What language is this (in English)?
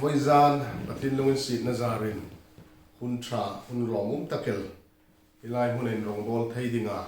Hmar